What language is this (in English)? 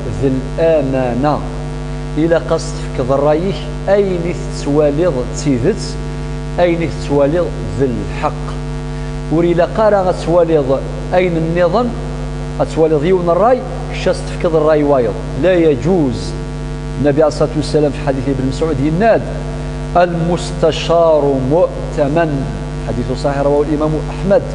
Kabyle